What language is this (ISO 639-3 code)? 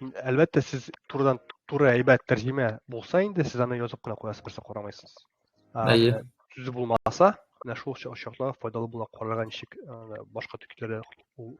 tat